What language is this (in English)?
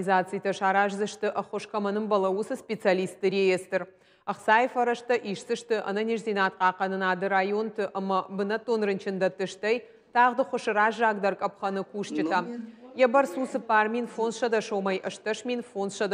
Ossetic